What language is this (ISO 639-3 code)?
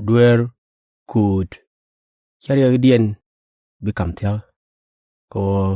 nus